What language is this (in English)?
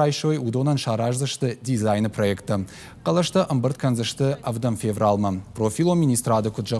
Ossetic